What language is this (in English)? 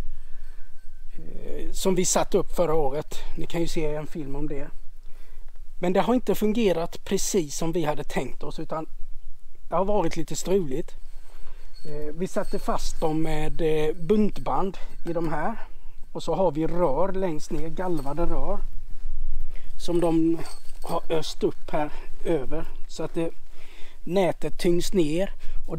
Swedish